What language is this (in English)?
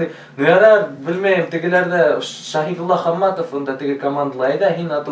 Bashkir